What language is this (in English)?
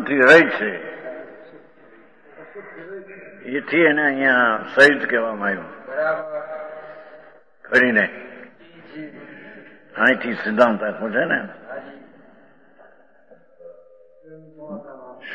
Gujarati